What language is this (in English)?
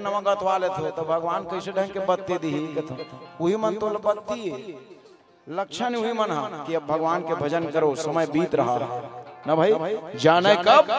Chhattisgarhi